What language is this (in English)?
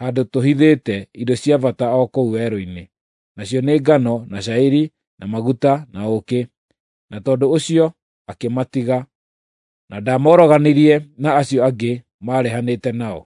Kikuyu